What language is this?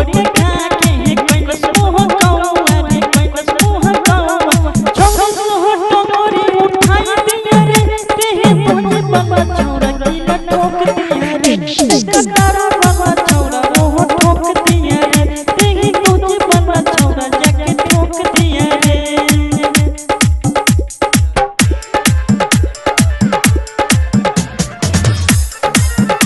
Bhojpuri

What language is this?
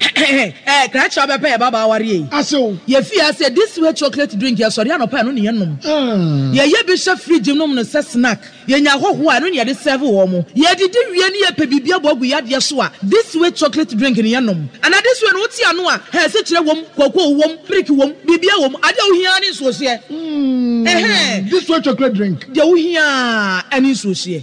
Akan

